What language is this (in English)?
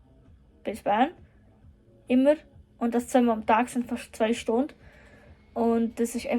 Swiss German